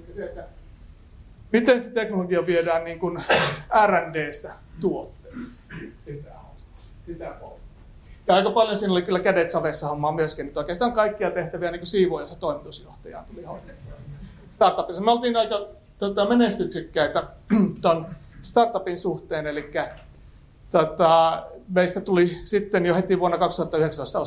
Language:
Finnish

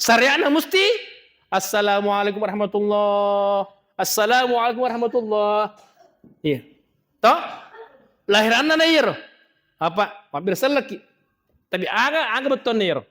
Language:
Buginese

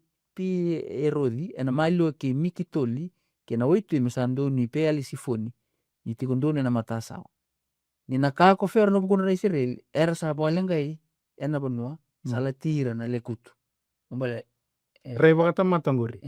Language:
Fijian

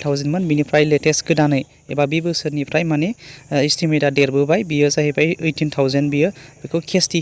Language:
Bodo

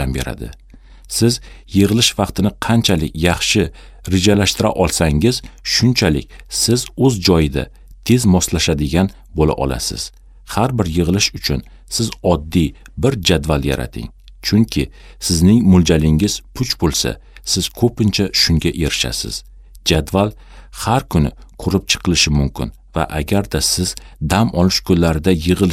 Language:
Uzbek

